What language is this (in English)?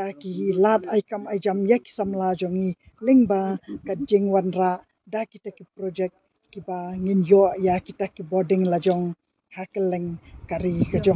Khasi